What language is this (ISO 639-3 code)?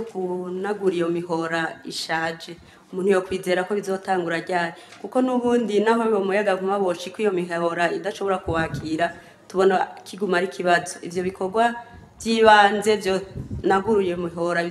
run